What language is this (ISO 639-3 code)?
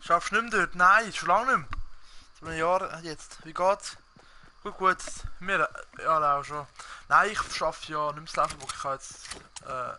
gsw